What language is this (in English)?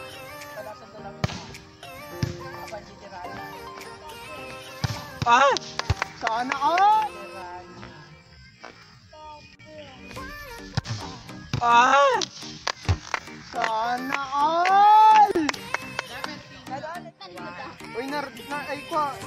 Filipino